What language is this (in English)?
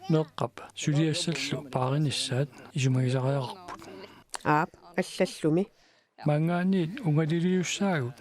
Kalaallisut